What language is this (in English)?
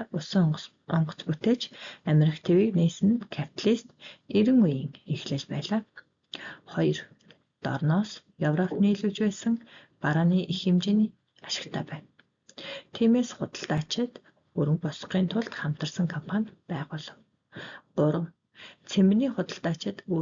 Mongolian